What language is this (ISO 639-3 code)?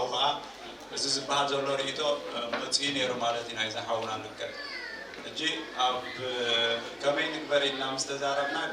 tir